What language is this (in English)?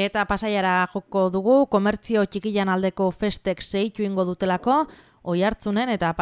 Basque